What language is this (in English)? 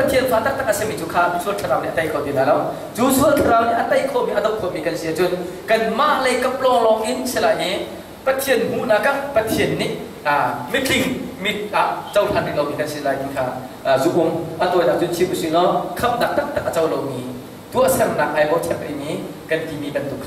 Hakha Chin